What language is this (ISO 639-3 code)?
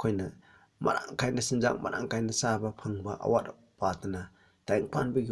mni